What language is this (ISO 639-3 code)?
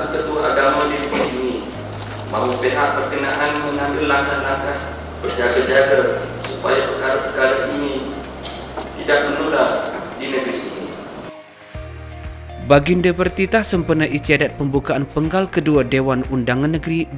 msa